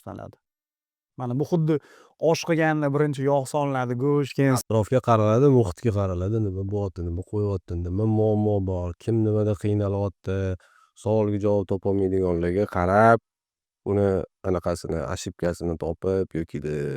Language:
Uzbek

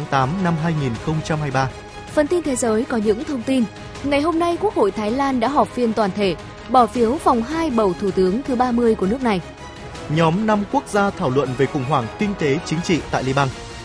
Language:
Vietnamese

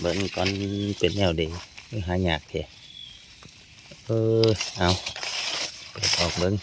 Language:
Lao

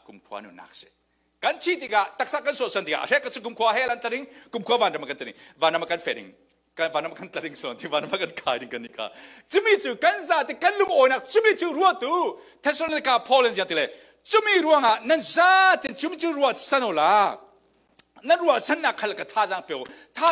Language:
Falam Chin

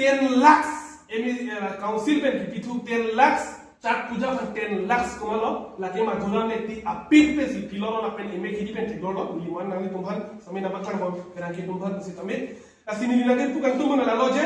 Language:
Karbi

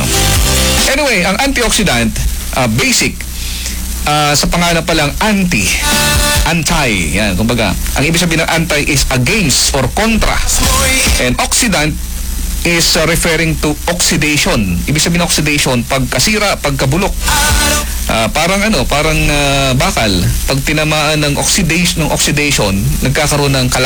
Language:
Filipino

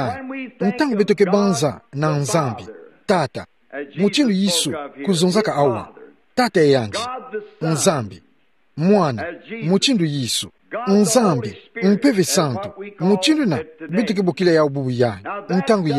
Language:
Kituba (Democratic Republic of Congo)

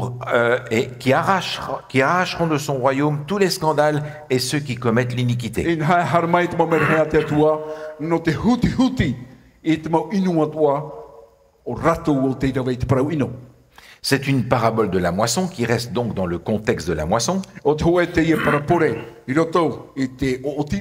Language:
Tahitian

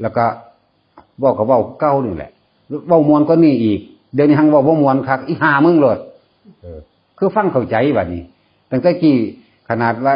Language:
Northeastern Thai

